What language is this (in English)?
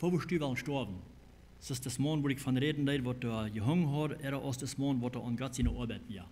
Plautdietsch